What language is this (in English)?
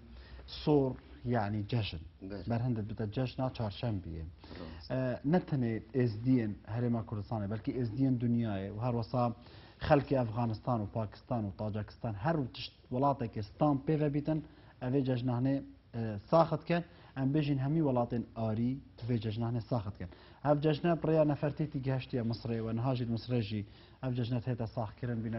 Kurdish